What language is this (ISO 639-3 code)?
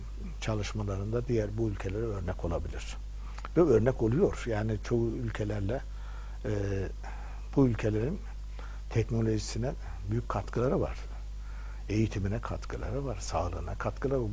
tur